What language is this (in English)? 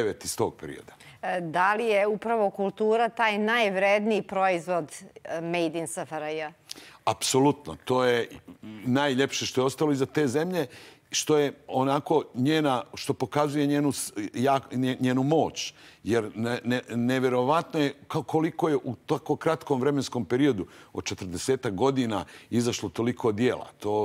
Croatian